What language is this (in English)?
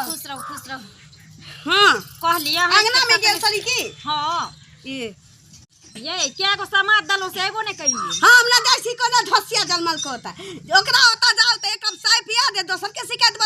Maithili